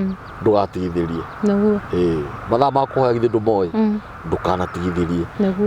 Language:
Kikuyu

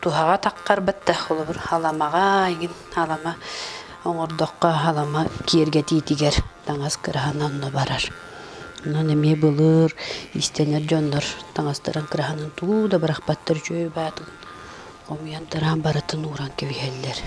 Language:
Yakut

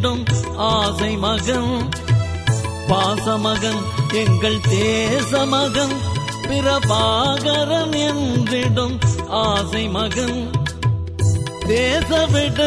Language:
Tamil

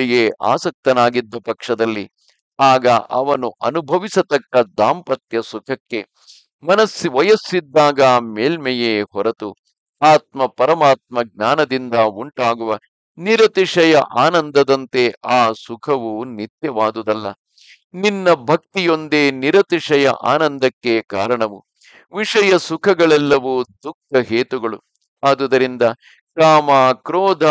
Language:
Kannada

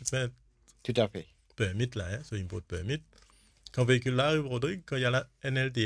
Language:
Morisyen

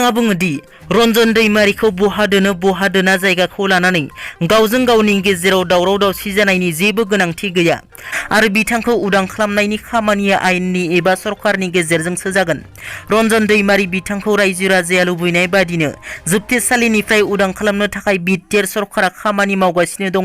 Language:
Bodo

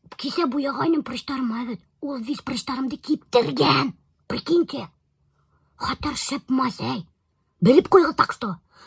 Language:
Bashkir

